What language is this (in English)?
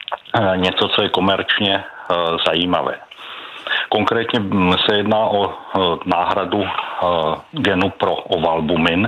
Czech